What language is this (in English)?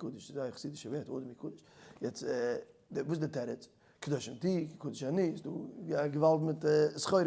Yiddish